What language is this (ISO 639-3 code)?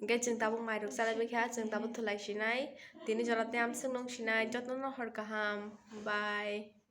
trp